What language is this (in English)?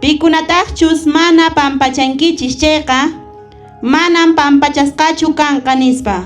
Quechua